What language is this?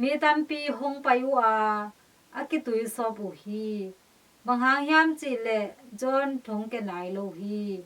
Tedim Chin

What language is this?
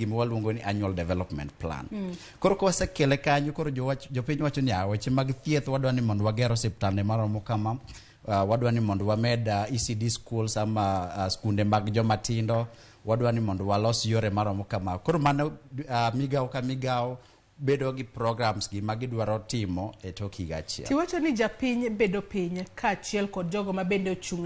Luo (Kenya and Tanzania)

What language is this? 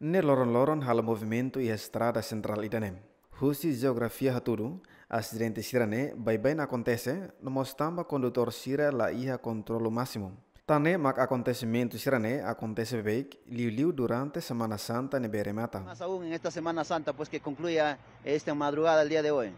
Tetum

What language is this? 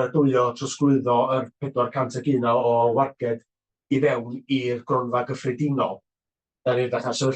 Welsh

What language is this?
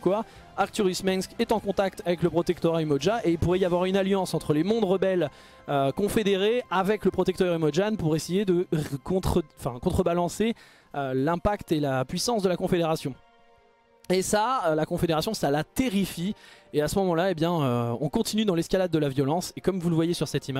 French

